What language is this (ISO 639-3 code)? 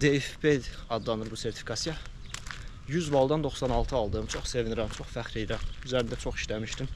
aze